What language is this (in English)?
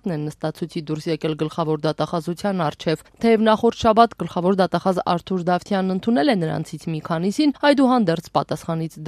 Armenian